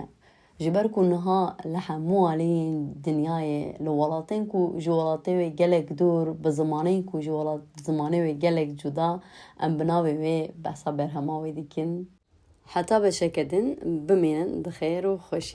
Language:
Kurdish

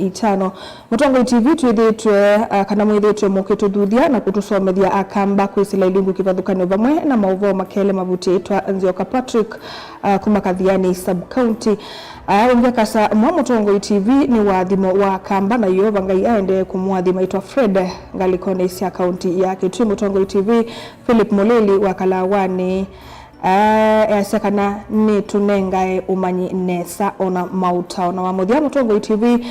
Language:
Kamba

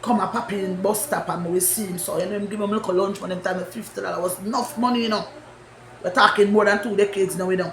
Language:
Jamaican Creole English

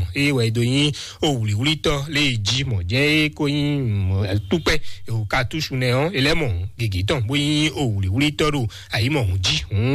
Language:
Fon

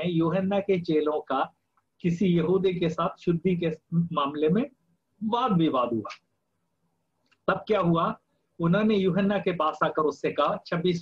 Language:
Hindi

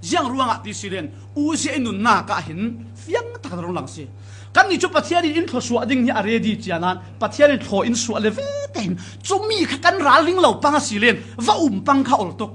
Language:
Falam Chin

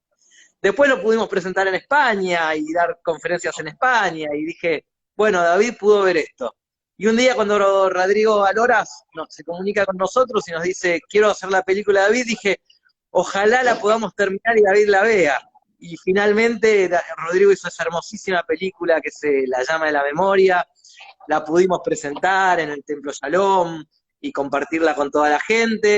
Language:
Ladino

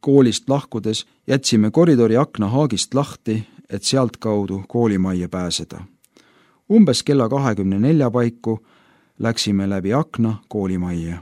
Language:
Estonian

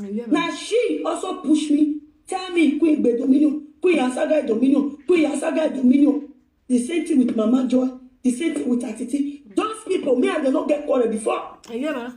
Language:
Nigerian Pidgin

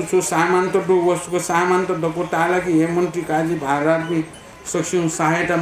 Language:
Newari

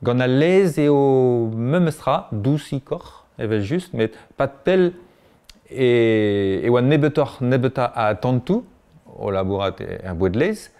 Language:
Breton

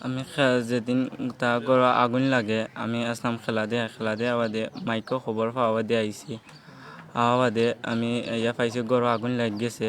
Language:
Sylheti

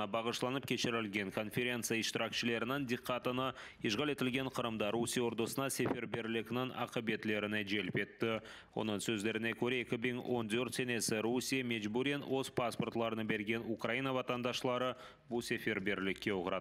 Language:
Crimean Tatar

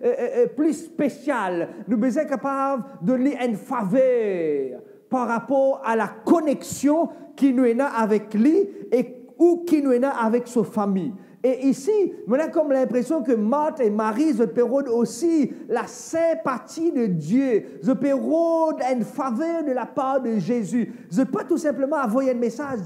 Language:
Morisyen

